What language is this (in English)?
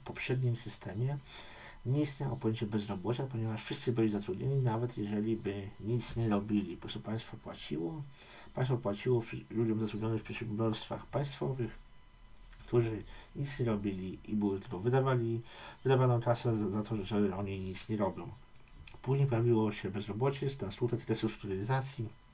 Polish